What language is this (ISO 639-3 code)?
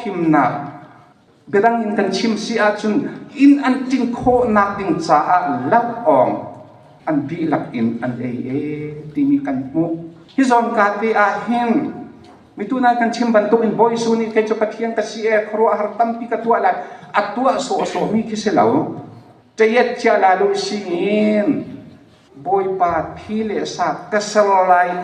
cnh